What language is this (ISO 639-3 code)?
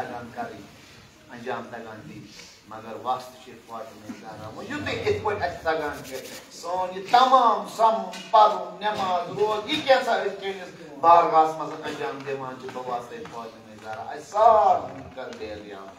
kas